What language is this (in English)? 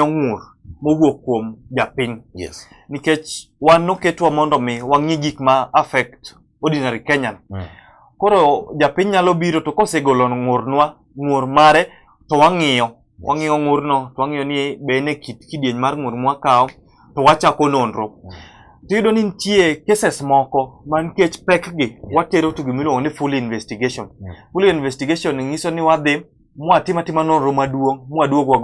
Luo (Kenya and Tanzania)